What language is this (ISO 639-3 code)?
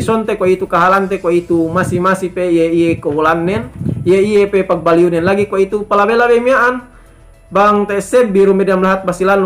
yka